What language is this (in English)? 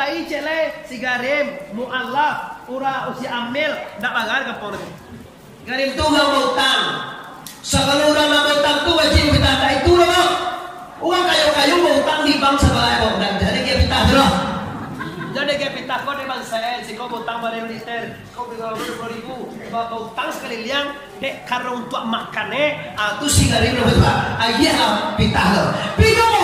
Minangkabau